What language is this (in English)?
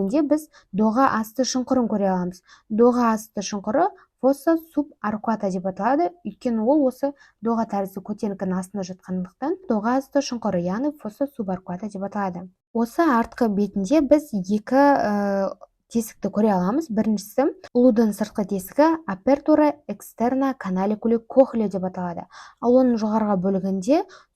Kazakh